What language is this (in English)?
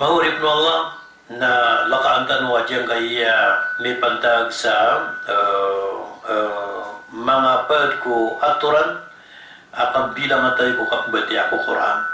Maranao